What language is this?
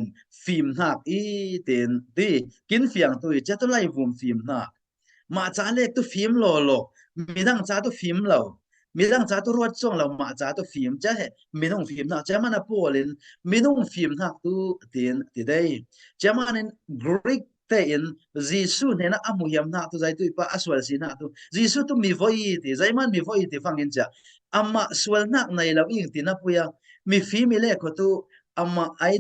Falam Chin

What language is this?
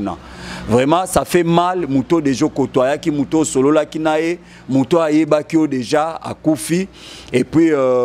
Lingala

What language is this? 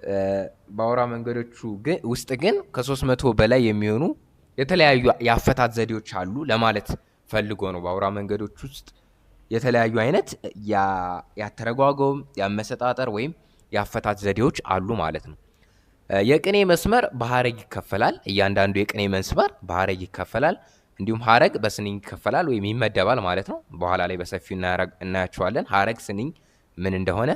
Amharic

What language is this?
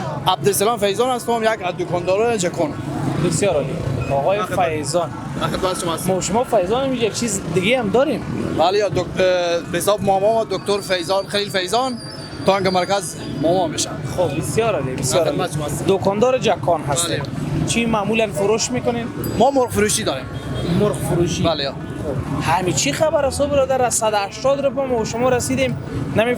Persian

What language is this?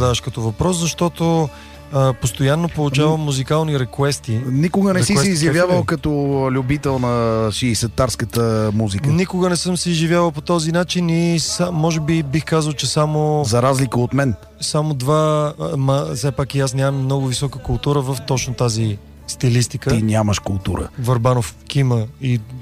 Bulgarian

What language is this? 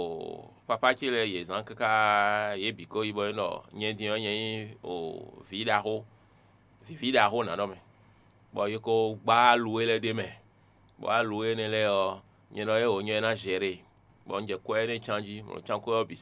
Fon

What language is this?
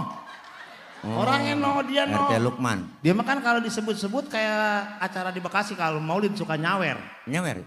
Betawi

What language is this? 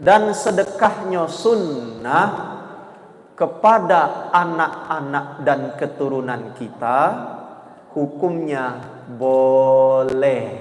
Musi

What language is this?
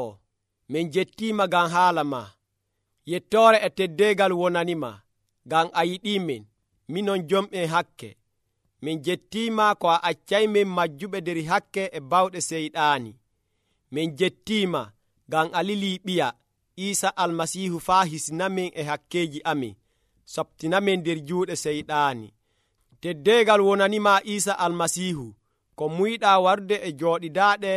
Nigerian Fulfulde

